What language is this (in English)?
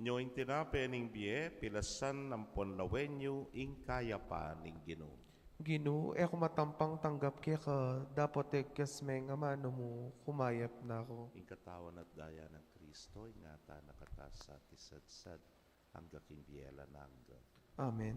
Pampanga